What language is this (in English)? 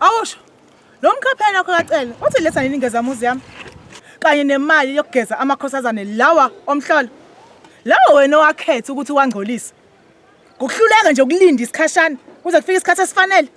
Zulu